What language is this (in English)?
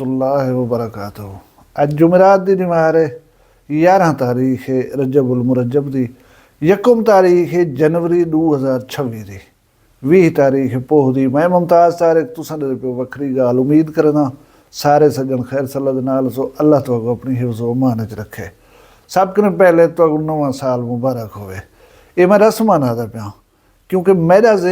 Saraiki